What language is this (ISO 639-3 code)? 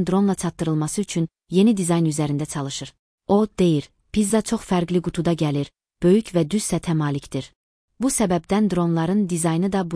aze